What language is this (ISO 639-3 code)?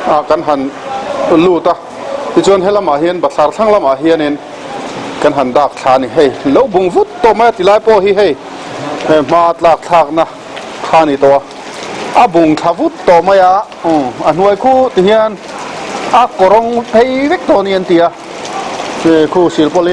lus